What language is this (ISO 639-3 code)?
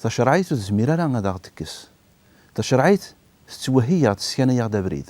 kab